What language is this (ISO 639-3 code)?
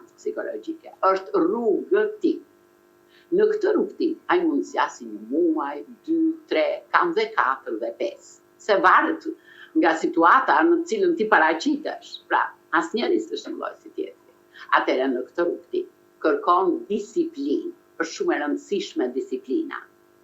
sqi